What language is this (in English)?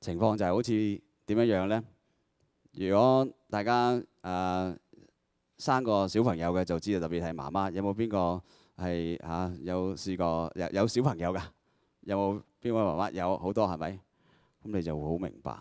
Cantonese